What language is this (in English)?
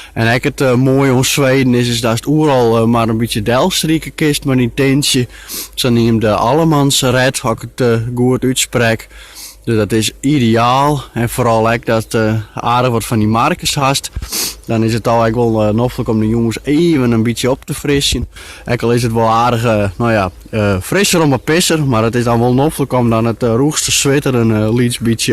Western Frisian